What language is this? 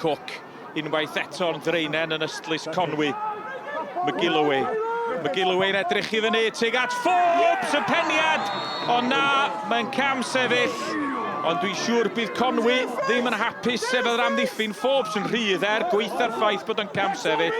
Welsh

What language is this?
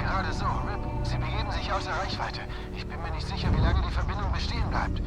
Bavarian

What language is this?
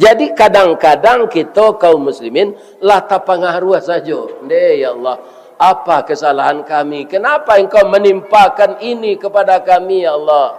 Minangkabau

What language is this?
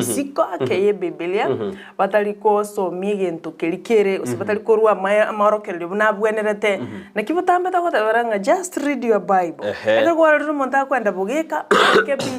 Gusii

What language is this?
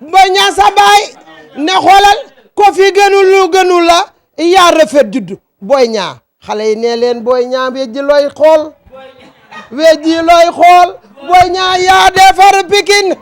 Wolof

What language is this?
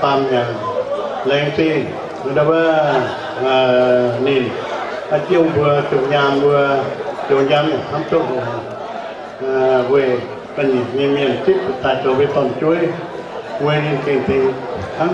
Vietnamese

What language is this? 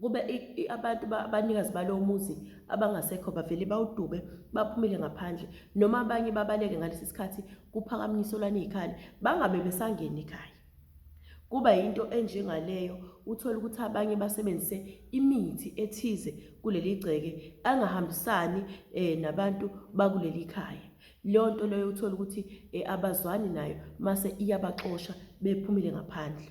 Zulu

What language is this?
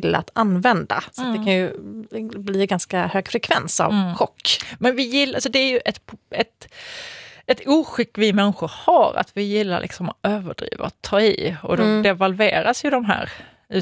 Swedish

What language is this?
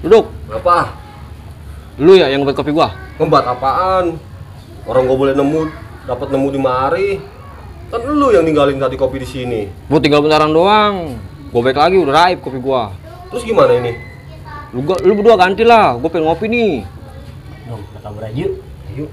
Betawi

